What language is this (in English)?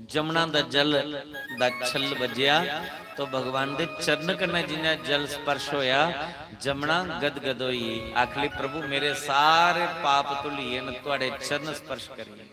Dogri